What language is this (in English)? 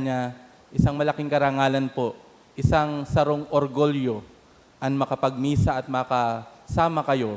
Bikol